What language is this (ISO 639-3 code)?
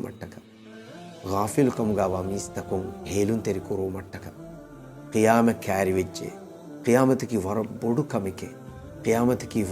div